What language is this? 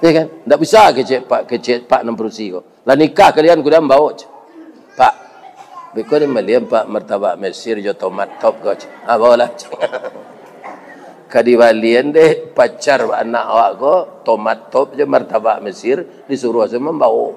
Minangkabau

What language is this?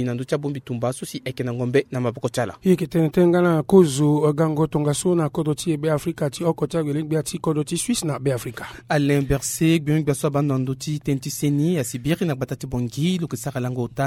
Sango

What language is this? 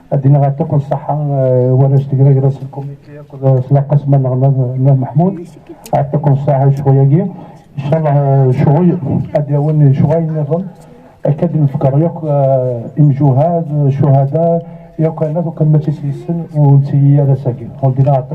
Kabyle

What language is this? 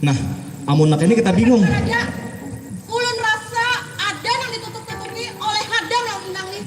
Banjar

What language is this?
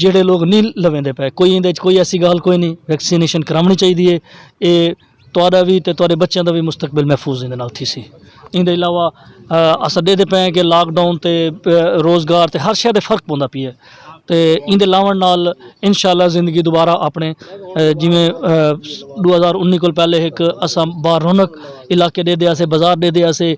Saraiki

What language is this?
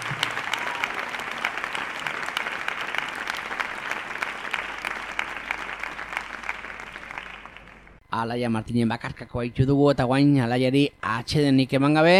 Basque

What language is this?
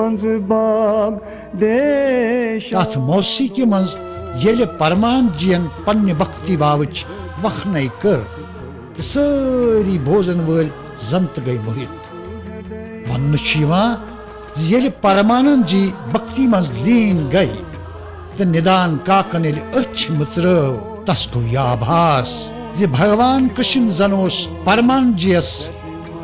Kashmiri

